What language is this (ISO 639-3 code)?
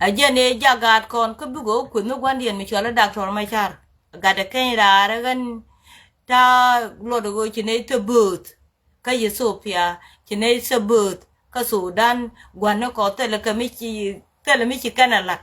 nus